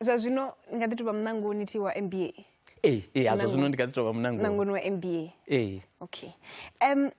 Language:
Venda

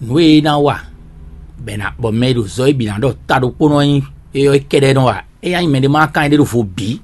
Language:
Fon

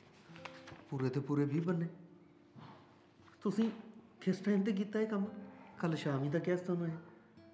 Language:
Punjabi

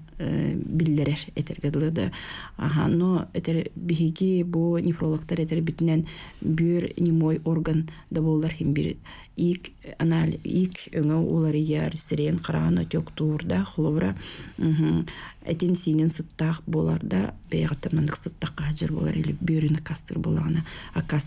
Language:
Yakut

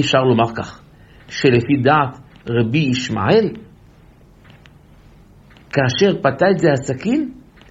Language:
Hebrew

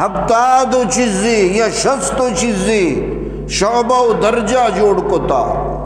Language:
Eastern Balochi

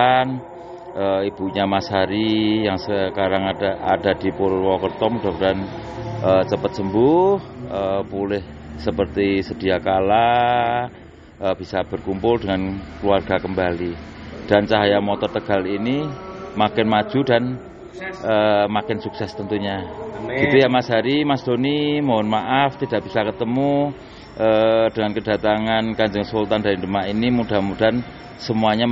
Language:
Indonesian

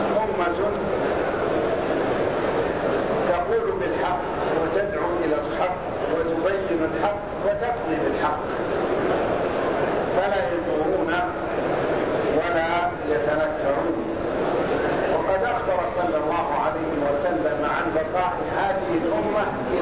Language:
Arabic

